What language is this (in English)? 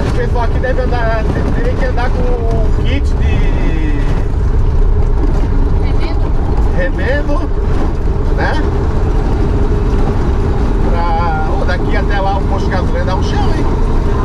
Portuguese